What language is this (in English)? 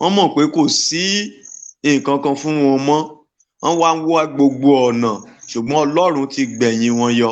Yoruba